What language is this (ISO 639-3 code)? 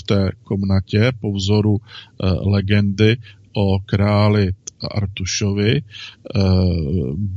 ces